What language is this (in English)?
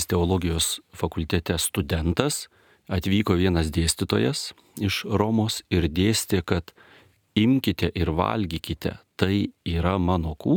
Lithuanian